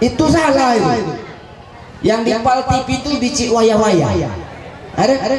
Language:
Musi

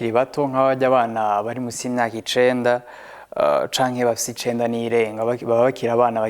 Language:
Rundi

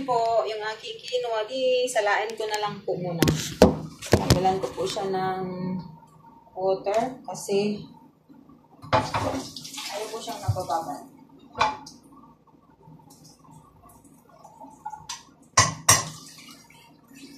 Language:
Filipino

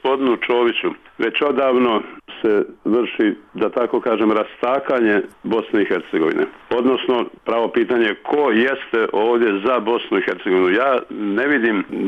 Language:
Bosnian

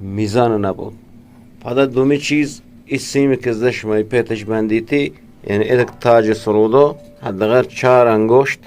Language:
Eastern Balochi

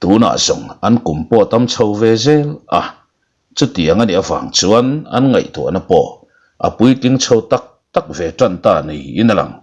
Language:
Mizo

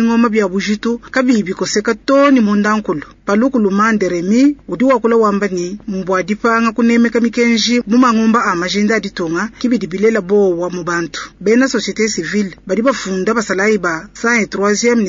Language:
Luba-Lulua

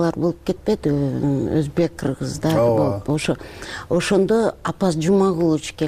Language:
Kyrgyz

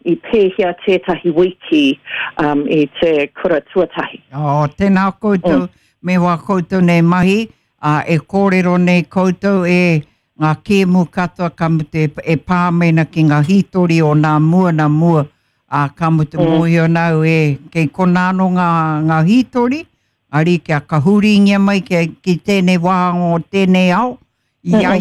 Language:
Māori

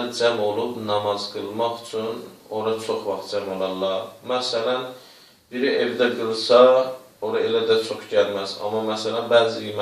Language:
Azerbaijani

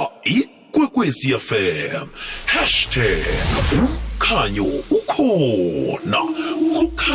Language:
South Ndebele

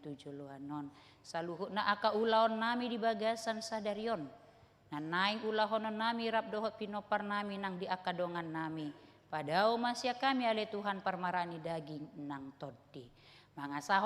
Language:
Batak Toba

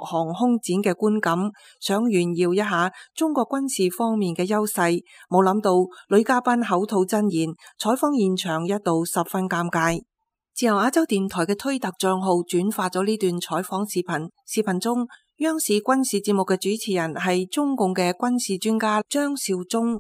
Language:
Cantonese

